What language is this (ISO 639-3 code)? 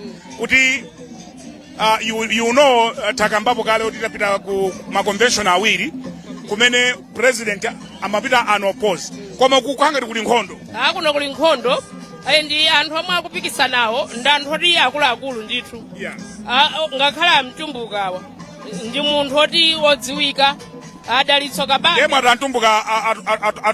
nya